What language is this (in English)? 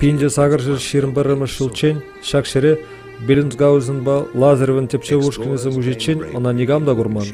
Chuvash